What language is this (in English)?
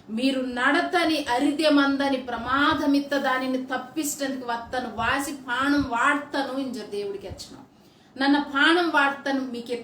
Koya